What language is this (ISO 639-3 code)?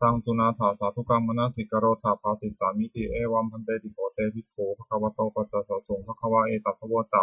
pli